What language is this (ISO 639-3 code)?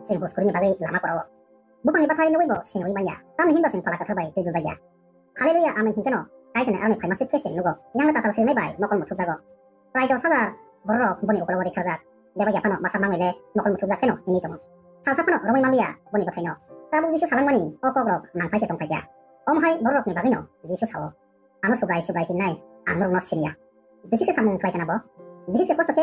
trp